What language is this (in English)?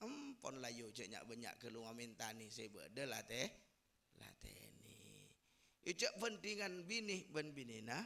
Madurese